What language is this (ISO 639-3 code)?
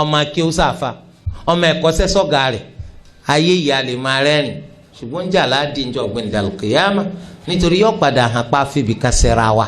yor